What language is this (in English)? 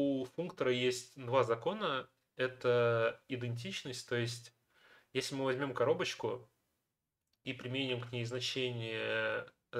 Russian